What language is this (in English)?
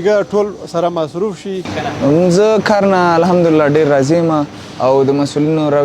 Pashto